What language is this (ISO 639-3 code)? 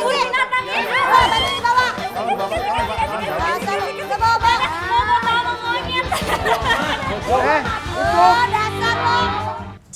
bew